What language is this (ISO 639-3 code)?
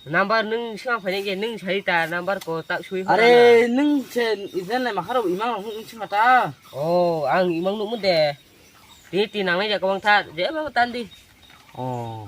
trp